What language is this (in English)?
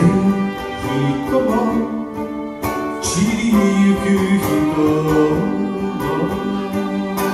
Japanese